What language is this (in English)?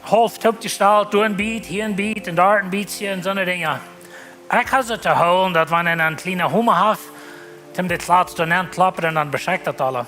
Plautdietsch